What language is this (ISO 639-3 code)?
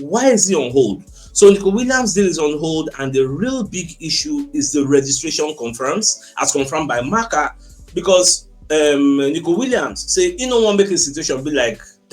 pcm